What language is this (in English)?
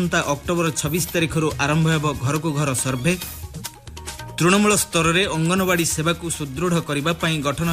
Odia